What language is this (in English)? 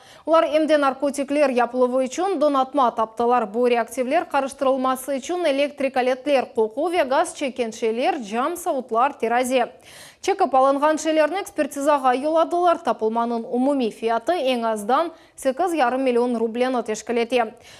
Crimean Tatar